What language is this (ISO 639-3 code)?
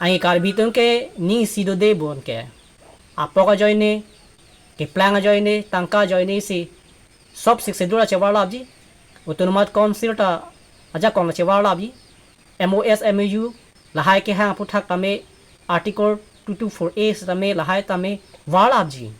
mjw